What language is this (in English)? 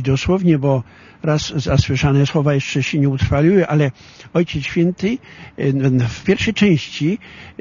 Polish